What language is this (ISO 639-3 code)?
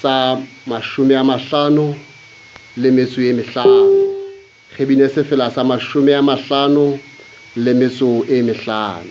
sot